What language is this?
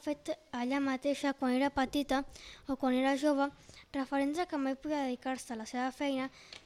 Catalan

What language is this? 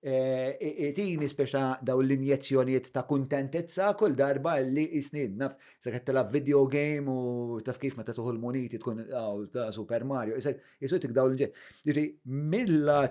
Maltese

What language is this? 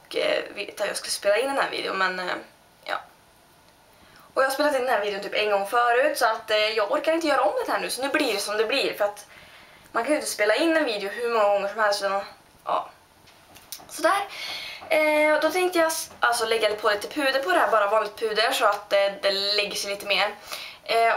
Swedish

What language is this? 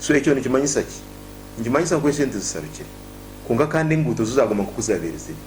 Nyankole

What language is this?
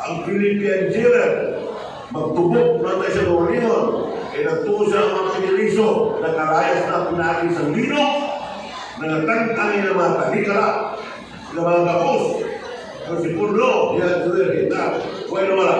Cebuano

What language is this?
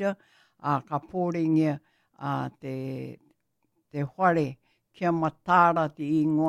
Māori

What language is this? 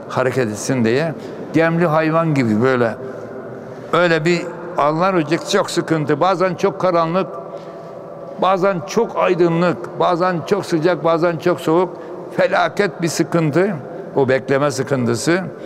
Turkish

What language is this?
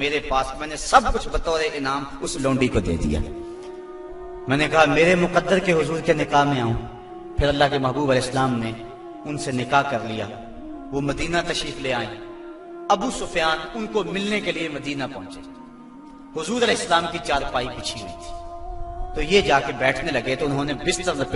Urdu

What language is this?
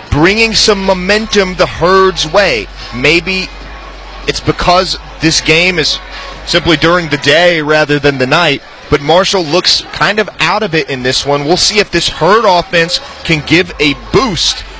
English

